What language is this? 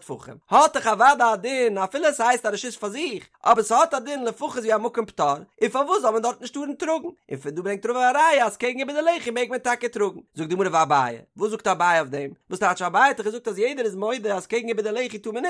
Yiddish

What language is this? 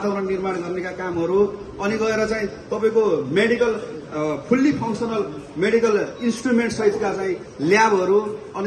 Nepali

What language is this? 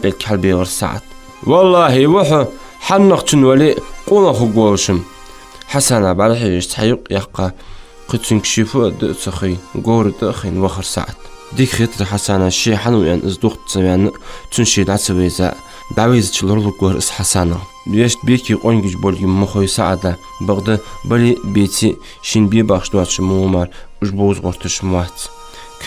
Ingush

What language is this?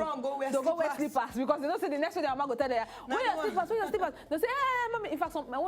Nigerian Pidgin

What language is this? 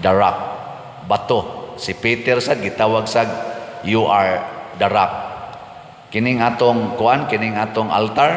Cebuano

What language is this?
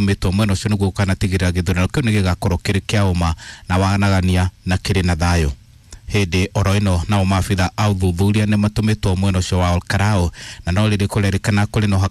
Kikuyu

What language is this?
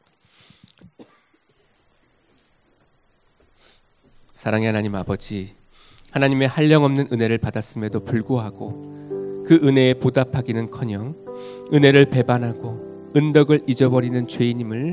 Korean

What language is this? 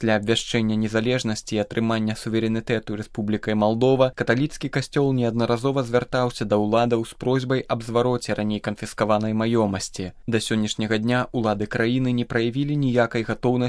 Belarusian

